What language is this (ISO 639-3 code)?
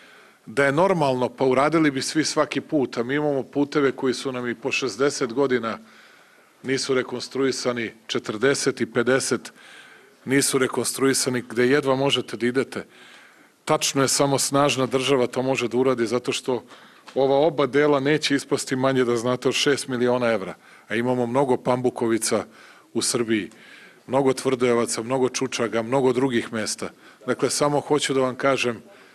srp